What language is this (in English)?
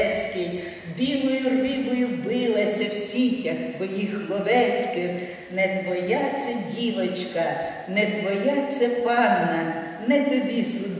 Ukrainian